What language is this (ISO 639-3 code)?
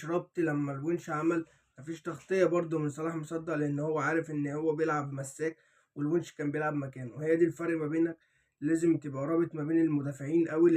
arz